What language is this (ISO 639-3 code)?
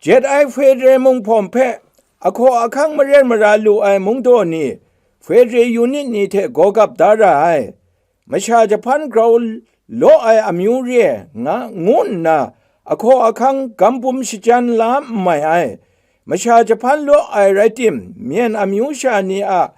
kac